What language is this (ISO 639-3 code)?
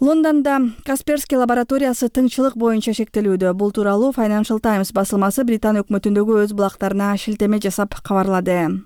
kir